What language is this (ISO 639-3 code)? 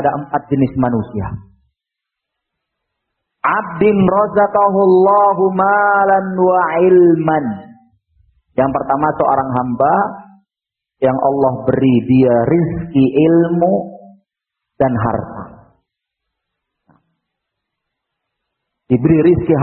ind